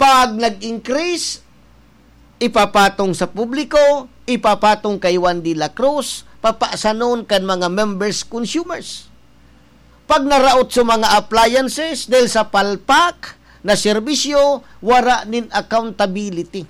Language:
Bikol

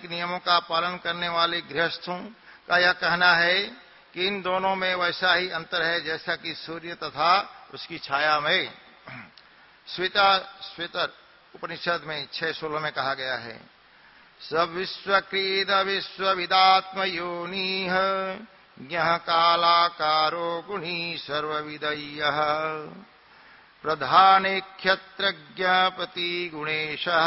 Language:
Hindi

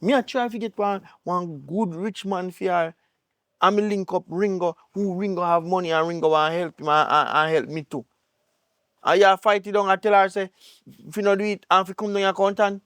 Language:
Jamaican Creole English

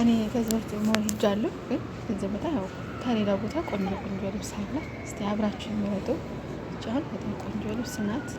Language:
Amharic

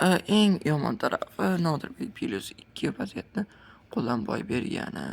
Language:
Uzbek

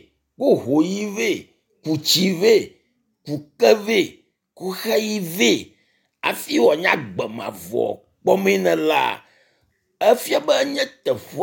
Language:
Ewe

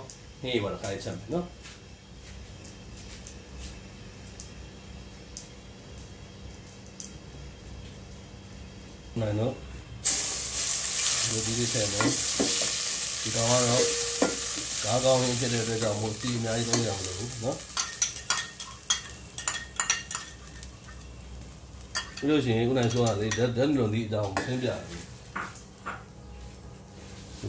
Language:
Burmese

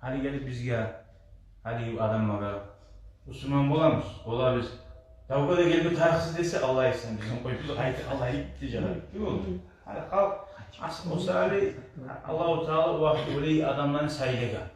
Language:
Kumyk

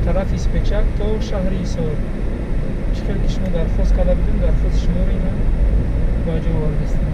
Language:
Tajik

